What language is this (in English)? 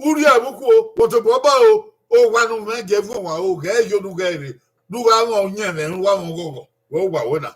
Bini